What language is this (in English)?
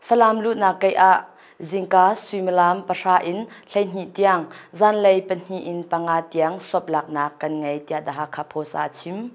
Hakha Chin